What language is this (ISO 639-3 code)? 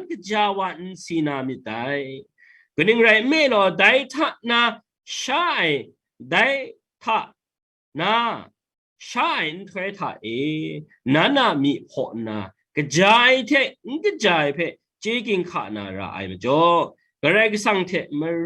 kac